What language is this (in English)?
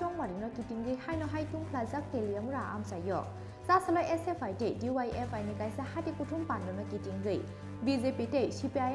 Kok Borok